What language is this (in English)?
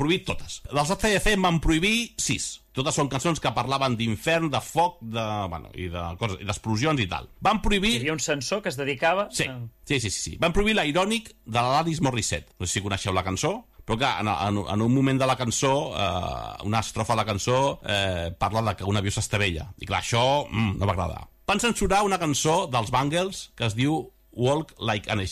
Catalan